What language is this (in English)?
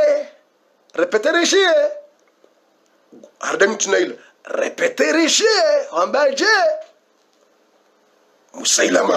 Swahili